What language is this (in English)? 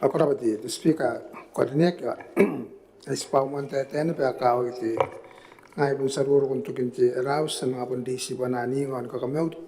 Gilbertese